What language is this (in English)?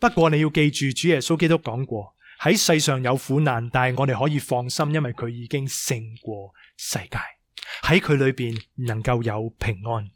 Cantonese